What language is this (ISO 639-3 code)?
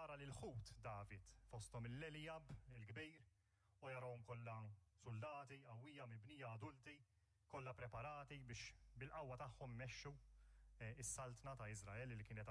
mlt